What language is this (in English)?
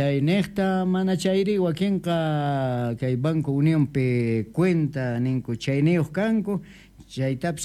South Bolivian Quechua